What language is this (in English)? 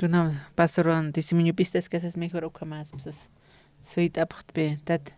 Aymara